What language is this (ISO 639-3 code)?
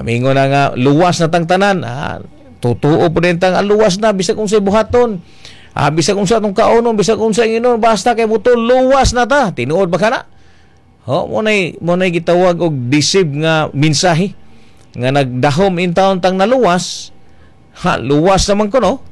ceb